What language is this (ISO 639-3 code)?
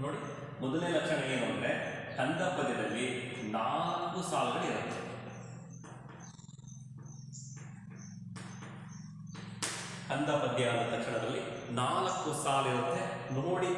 kan